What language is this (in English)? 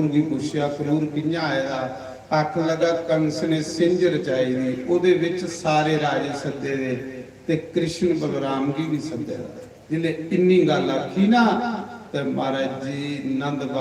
Dogri